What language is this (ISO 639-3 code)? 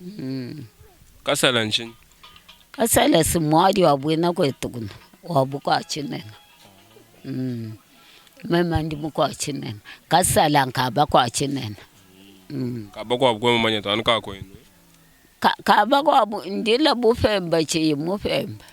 lua